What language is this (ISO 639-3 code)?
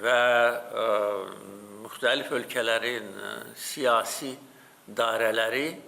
aze